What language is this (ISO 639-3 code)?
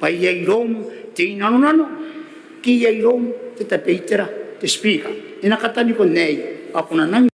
gil